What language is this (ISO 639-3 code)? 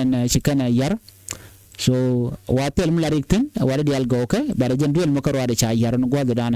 nus